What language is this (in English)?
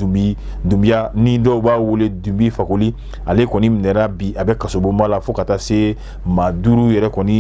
Bambara